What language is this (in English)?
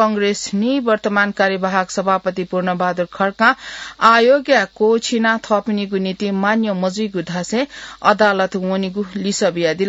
Newari